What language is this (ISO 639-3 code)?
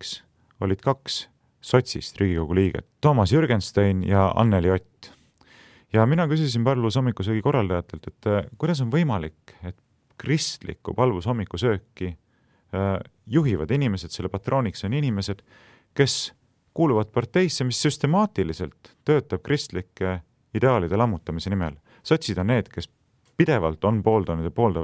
est